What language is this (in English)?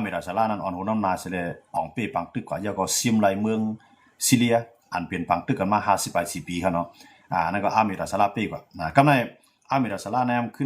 Shan